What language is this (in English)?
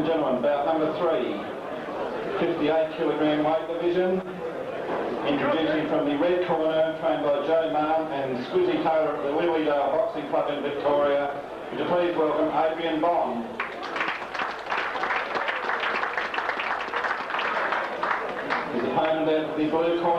English